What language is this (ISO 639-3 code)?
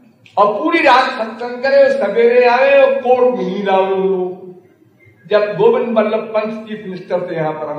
hin